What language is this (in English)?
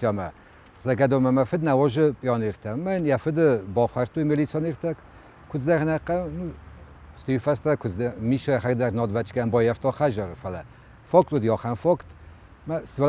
Ossetic